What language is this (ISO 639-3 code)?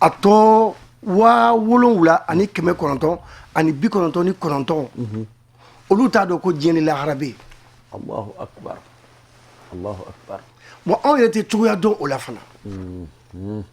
bam